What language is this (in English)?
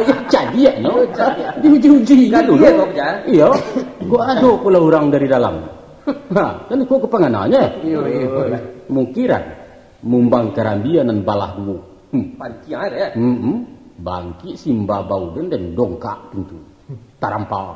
Minangkabau